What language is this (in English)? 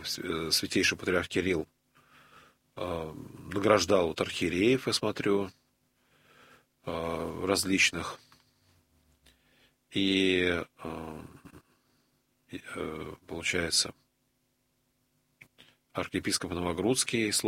Russian